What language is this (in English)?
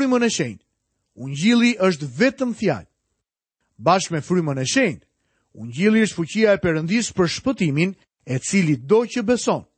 Albanian